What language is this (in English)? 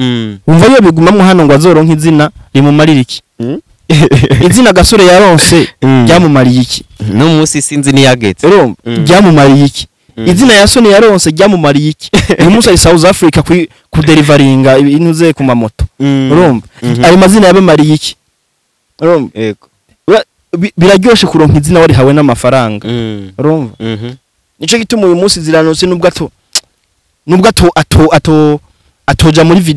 Rundi